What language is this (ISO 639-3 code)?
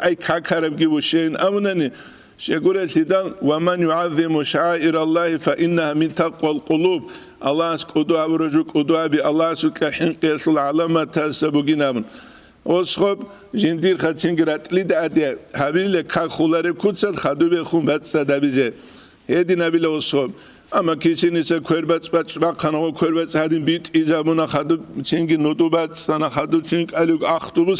ava